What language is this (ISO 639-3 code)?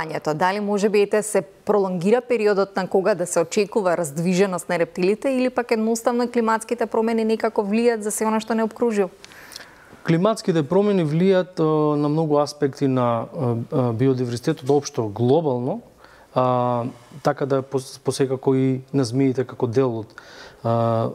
mkd